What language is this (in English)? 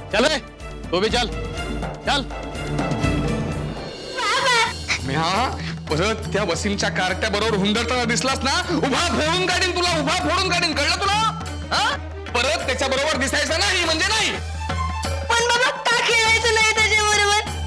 Marathi